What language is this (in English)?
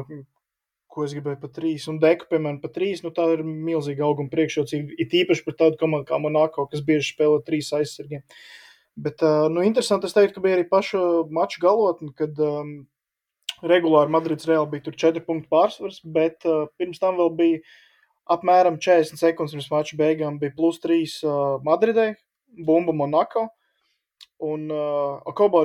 Latvian